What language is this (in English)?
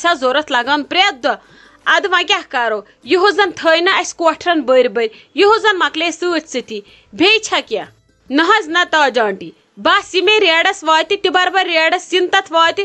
Kashmiri